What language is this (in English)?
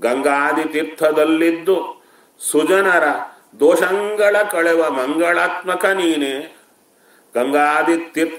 Kannada